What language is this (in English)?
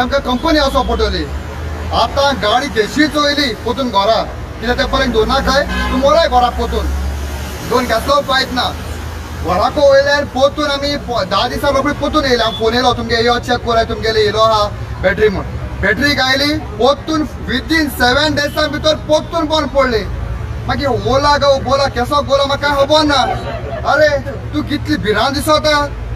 Konkani